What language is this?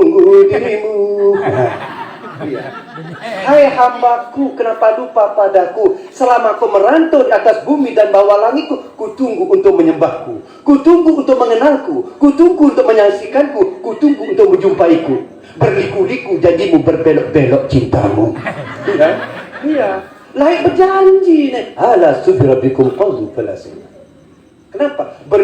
Sasak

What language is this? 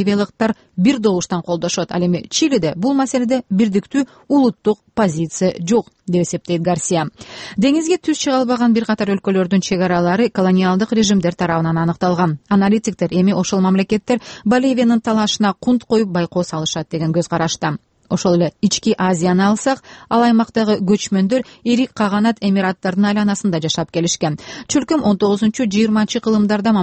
Kyrgyz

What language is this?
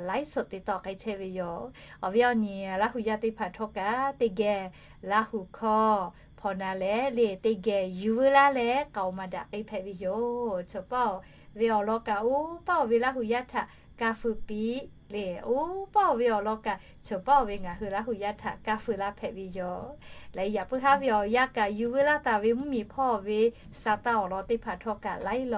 Lahu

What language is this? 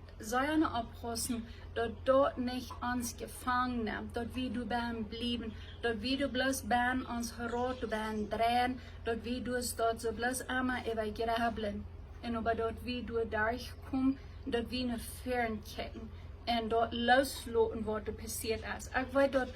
Plautdietsch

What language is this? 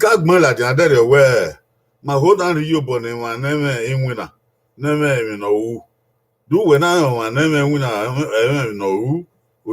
Bini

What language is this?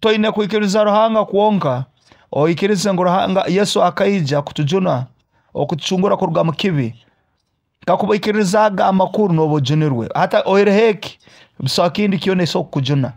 Nyoro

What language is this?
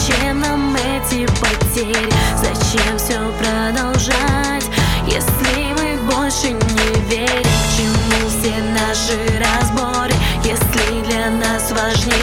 Russian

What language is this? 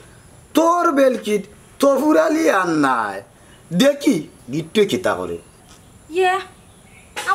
Sylheti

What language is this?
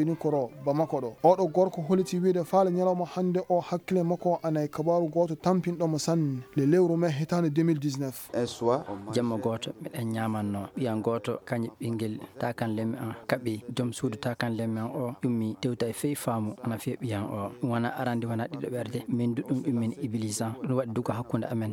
Fula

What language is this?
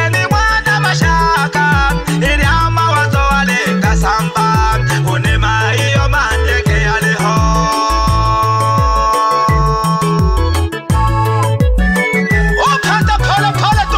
Swahili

